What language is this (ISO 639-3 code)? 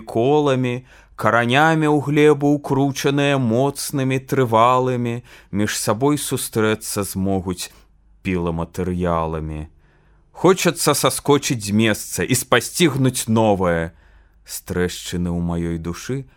bel